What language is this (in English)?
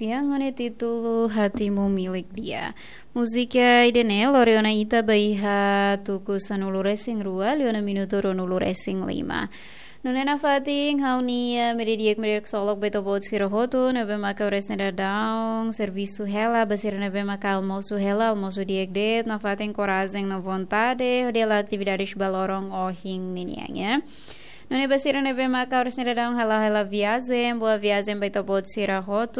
Tetum